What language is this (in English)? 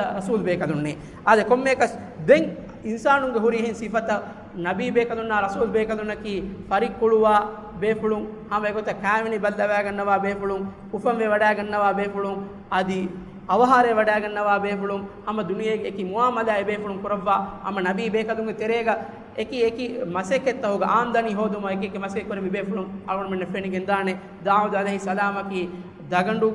Divehi